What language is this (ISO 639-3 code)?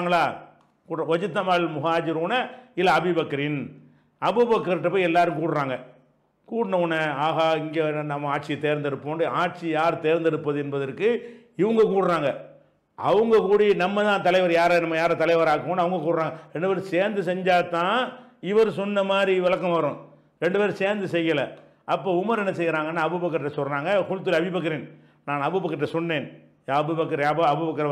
tam